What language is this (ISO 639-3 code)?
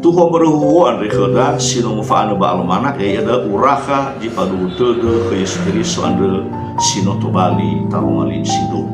nia